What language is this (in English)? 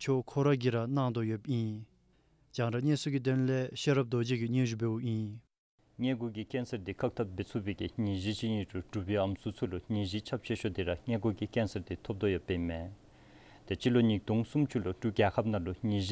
Dzongkha